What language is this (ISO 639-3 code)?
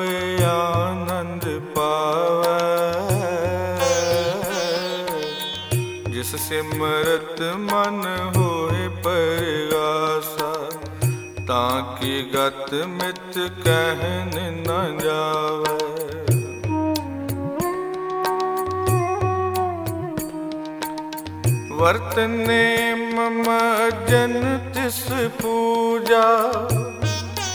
pan